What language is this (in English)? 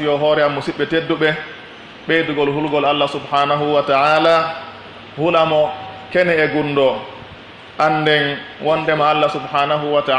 Pular